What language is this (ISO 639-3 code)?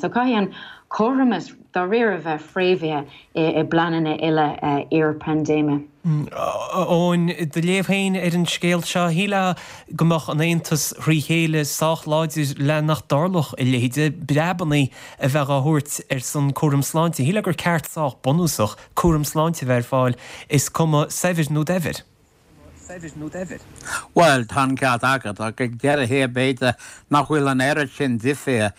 gle